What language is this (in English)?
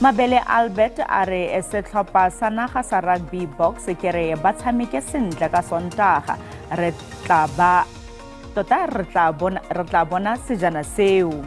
Tswana